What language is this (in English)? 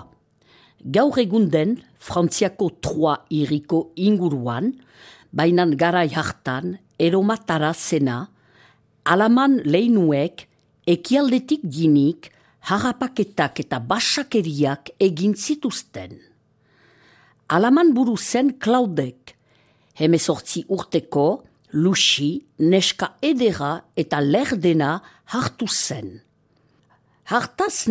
Basque